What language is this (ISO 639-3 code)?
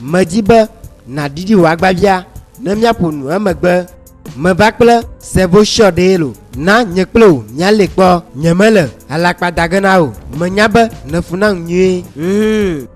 ewe